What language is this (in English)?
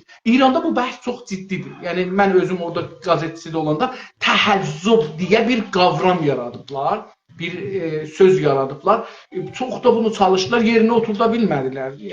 South Azerbaijani